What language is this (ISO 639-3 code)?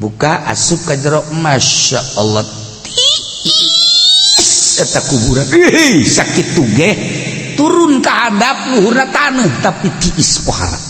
sun